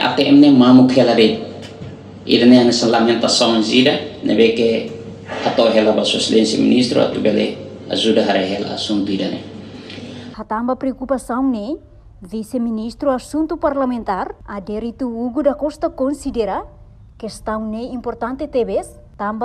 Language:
Tetum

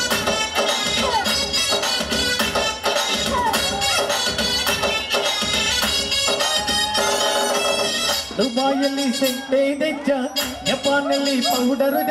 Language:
Telugu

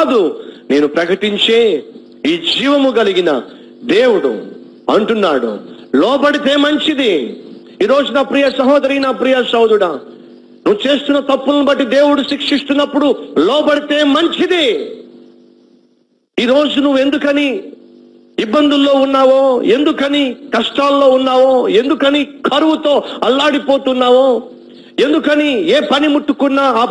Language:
Telugu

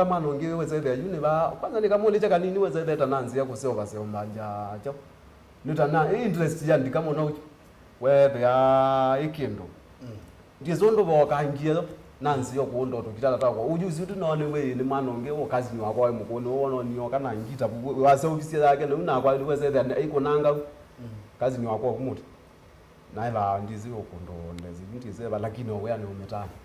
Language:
Kamba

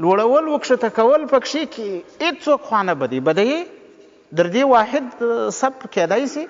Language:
Pashto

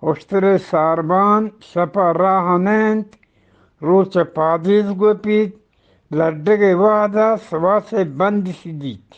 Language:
Eastern Balochi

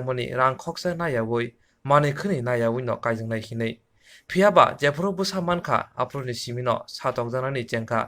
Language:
Kok Borok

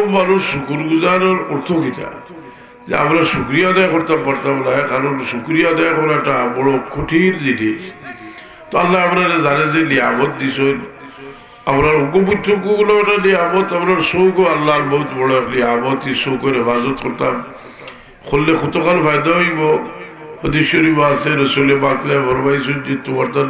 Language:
Sylheti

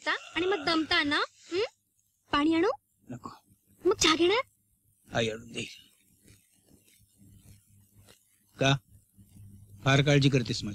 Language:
Marathi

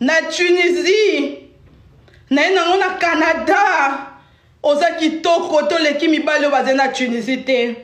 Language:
Lingala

